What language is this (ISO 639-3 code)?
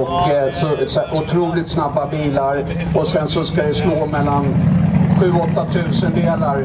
swe